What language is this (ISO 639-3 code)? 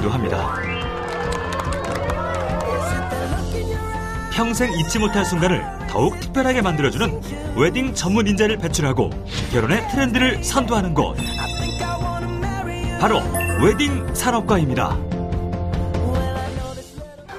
kor